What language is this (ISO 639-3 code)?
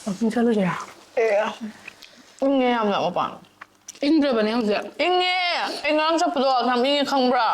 mni